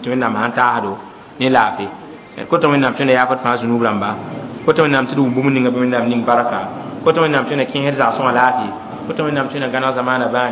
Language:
Mossi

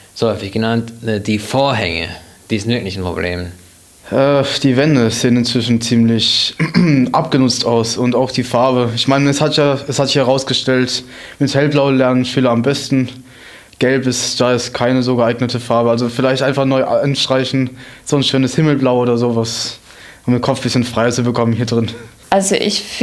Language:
German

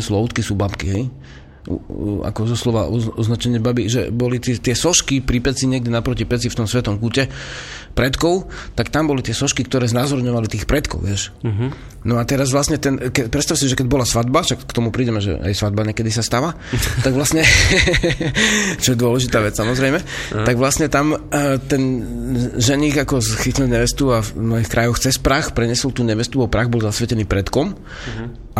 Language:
Slovak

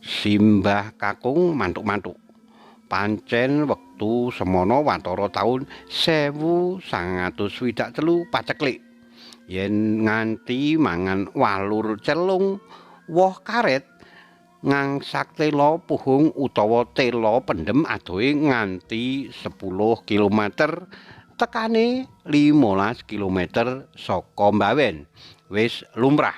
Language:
Javanese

